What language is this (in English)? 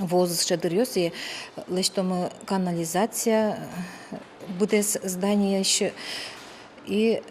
Udmurt